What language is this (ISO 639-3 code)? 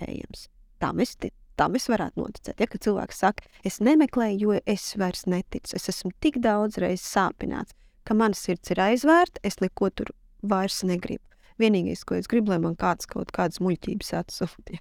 lav